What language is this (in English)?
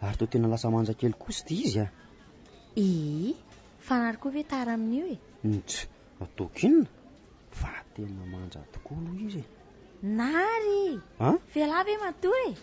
Malagasy